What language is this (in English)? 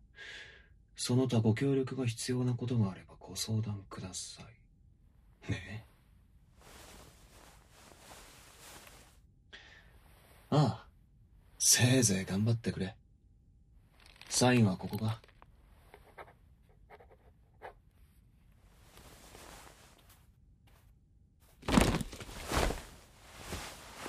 Japanese